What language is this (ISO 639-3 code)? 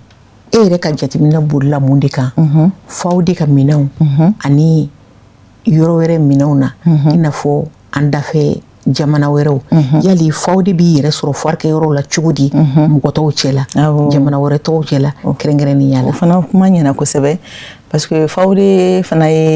bam